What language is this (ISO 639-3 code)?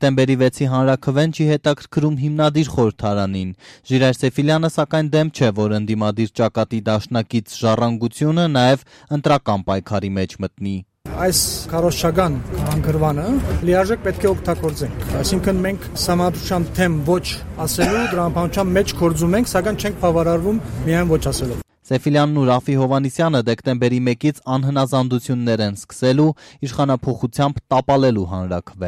hye